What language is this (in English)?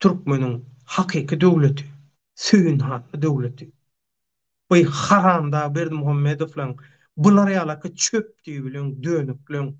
Turkmen